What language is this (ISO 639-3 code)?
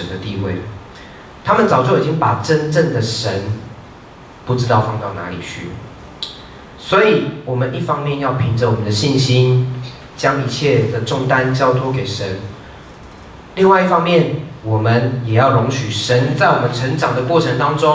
zho